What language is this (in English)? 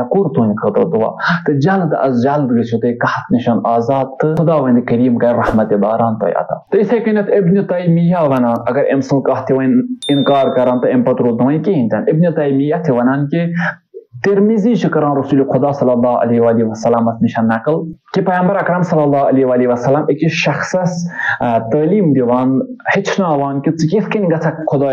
Kashmiri